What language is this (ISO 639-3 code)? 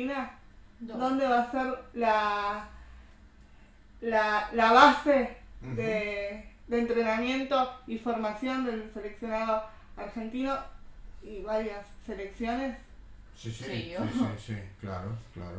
spa